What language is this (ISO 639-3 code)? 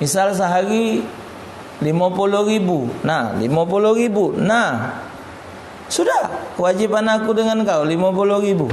mui